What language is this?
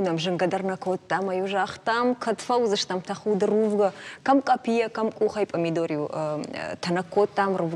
Ossetic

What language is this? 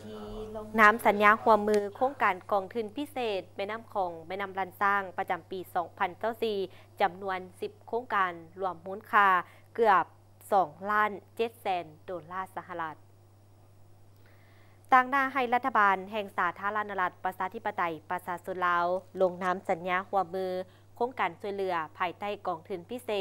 Lao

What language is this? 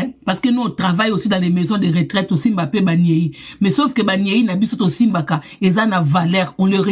Lingala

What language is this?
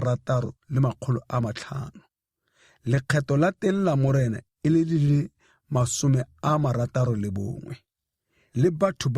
Tswana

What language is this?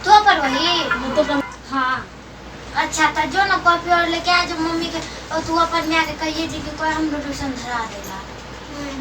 Maithili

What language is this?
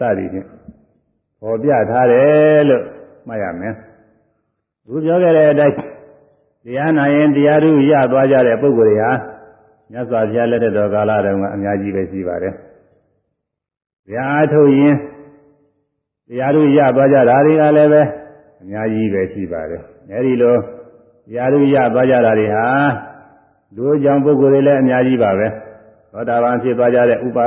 Burmese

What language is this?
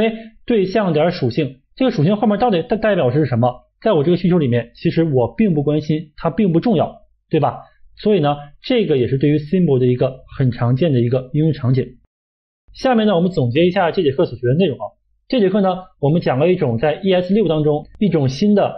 Chinese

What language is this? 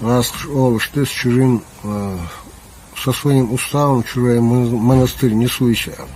Chechen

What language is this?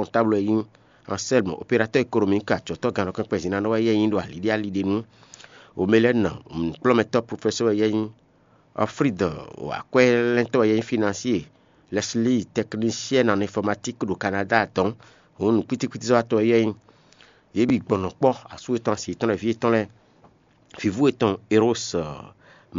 Fon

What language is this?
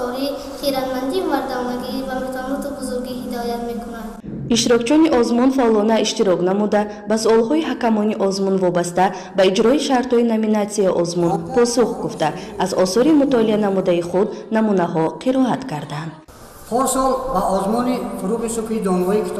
Tajik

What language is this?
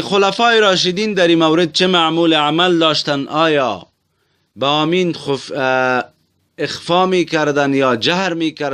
Tajik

